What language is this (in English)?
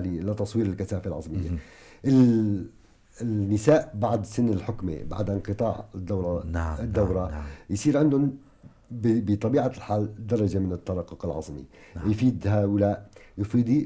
North Levantine Arabic